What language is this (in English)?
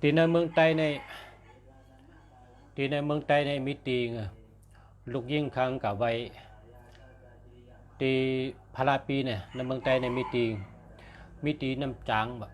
Shan